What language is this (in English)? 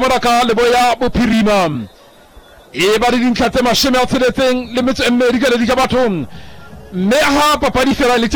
Southern Sotho